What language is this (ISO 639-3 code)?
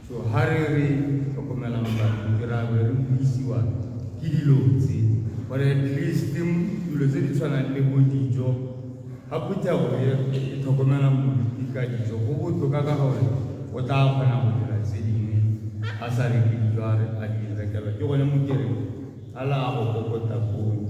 tsn